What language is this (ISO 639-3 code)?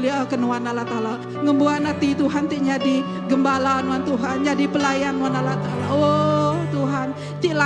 iba